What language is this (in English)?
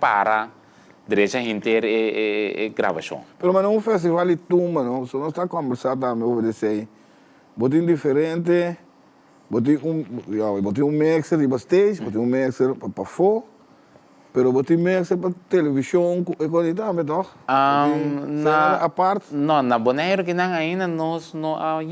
Papiamento